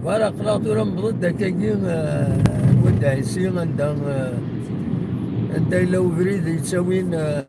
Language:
Kabyle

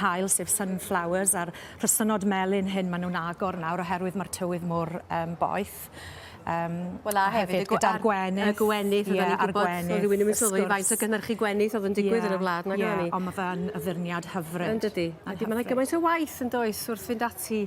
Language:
Welsh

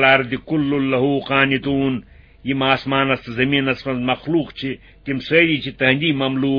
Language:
Kashmiri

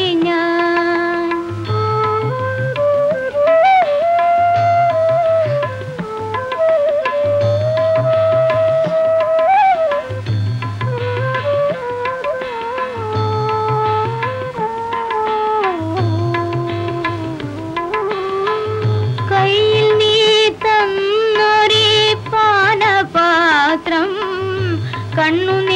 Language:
Malayalam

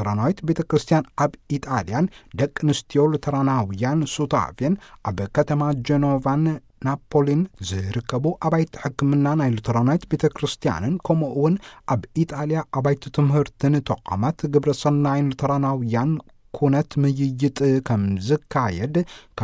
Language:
Tigrinya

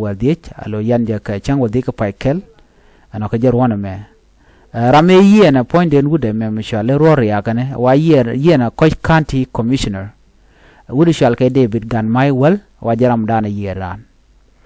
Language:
Nuer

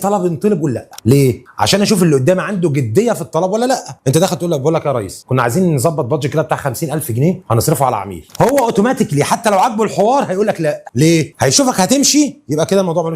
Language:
Egyptian Arabic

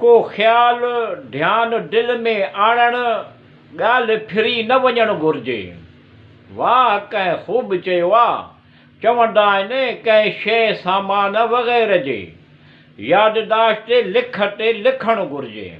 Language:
Sindhi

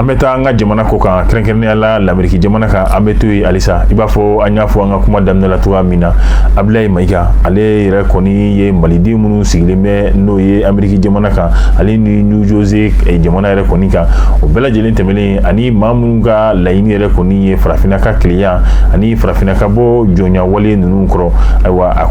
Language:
Bambara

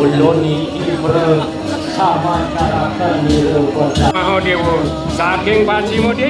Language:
Balinese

